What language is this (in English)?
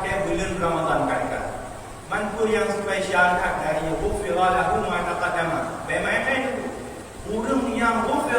Achinese